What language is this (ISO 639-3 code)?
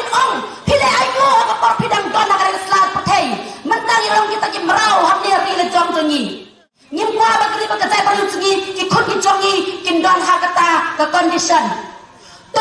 kha